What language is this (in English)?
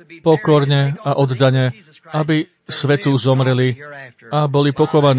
Slovak